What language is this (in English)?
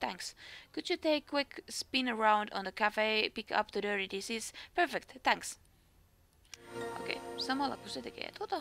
Finnish